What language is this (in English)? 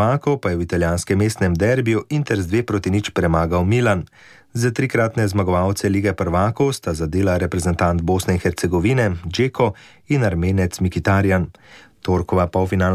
Slovenian